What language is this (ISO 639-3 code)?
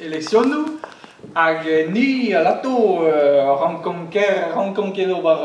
bre